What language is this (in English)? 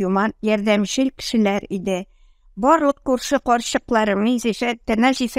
Tatar